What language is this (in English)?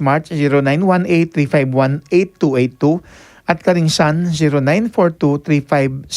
Pampanga